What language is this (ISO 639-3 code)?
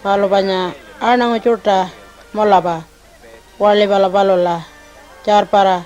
pjt